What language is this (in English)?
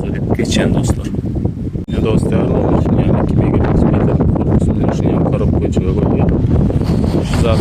Turkmen